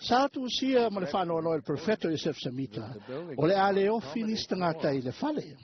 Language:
Samoan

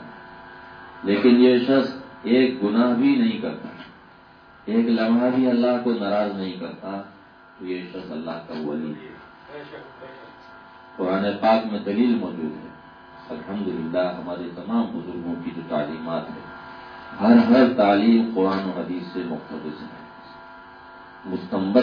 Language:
Urdu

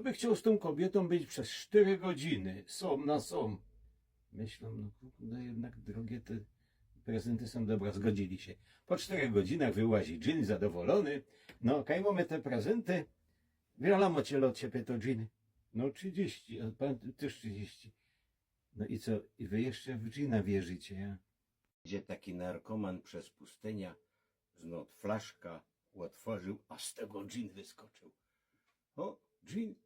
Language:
Silesian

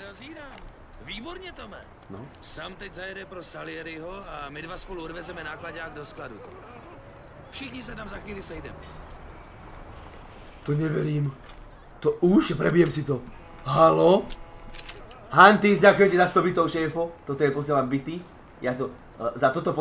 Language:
Slovak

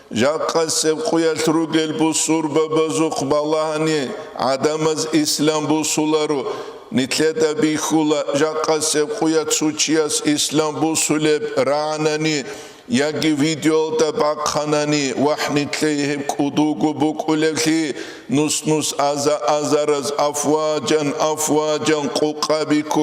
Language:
Avaric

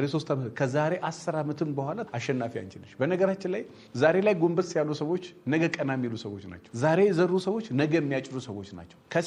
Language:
Amharic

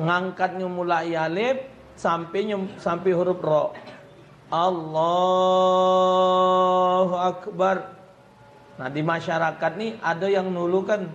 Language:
Musi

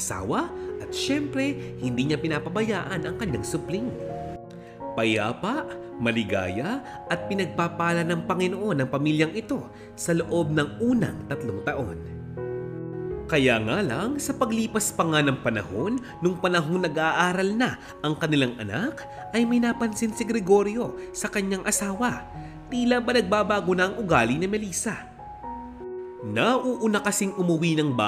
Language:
Filipino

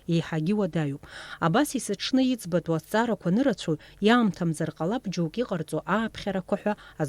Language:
Abkhazian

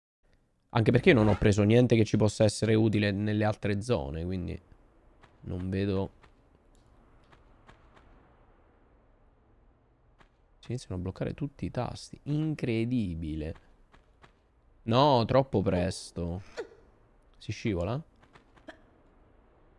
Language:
Italian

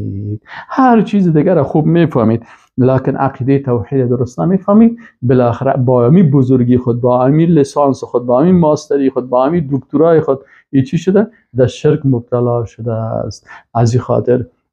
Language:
Persian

